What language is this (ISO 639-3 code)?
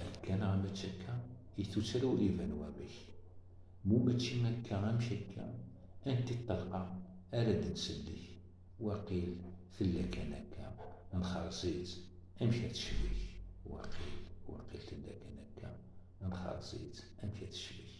kab